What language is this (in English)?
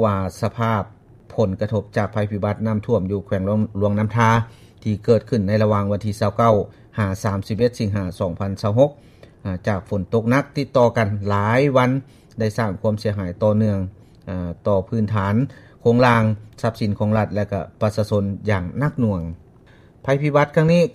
Lao